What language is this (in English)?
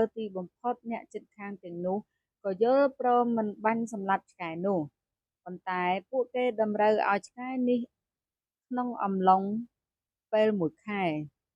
Khmer